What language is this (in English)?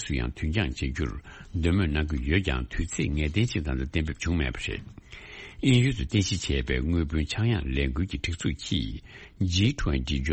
Tibetan